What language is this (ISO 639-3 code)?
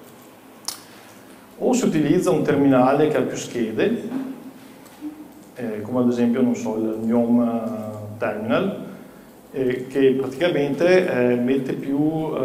ita